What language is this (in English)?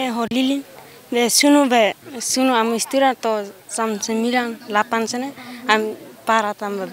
Tetum